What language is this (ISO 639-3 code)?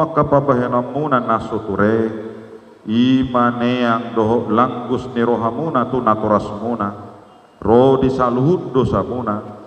bbc